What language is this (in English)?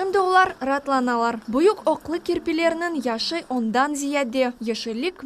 Crimean Tatar